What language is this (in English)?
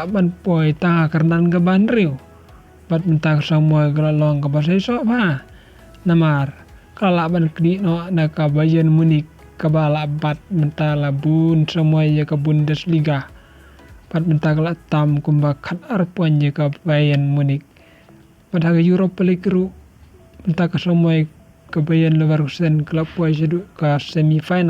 Khasi